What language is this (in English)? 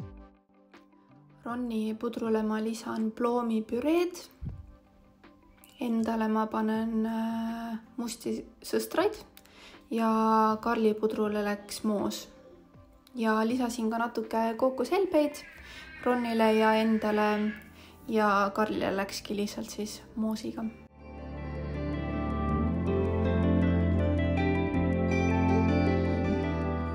Estonian